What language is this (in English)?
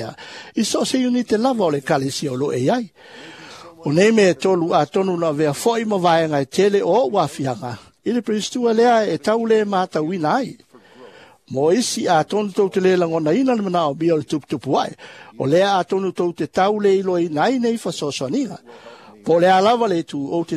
Samoan